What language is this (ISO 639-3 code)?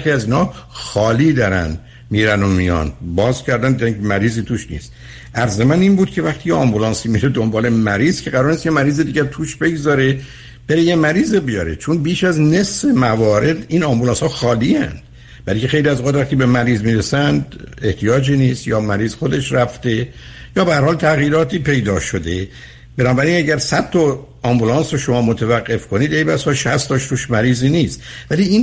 fas